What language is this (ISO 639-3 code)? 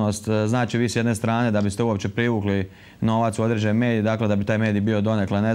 hrv